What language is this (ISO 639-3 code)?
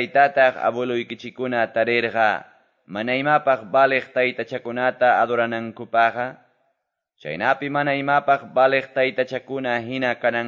que